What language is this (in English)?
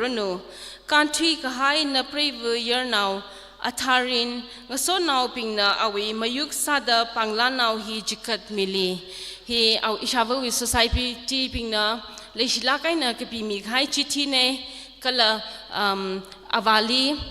Tangkhul Naga (India)